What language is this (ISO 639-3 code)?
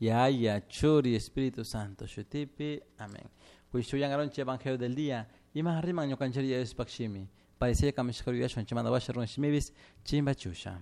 qug